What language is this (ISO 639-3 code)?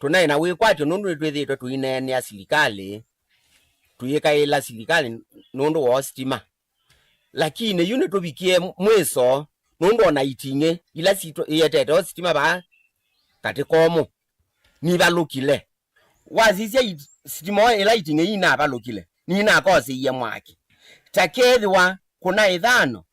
kam